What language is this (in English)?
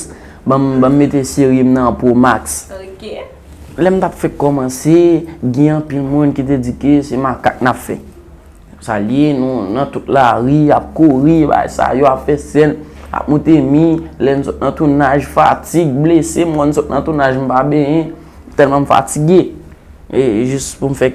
Haitian Creole